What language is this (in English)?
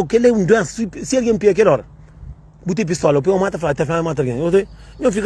Kabuverdianu